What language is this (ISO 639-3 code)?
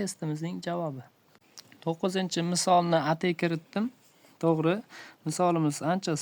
uzb